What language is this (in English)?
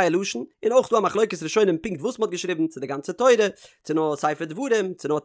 Yiddish